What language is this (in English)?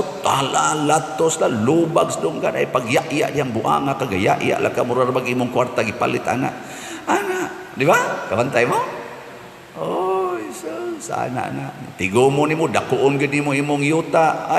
Cebuano